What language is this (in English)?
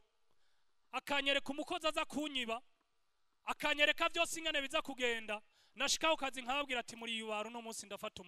Rundi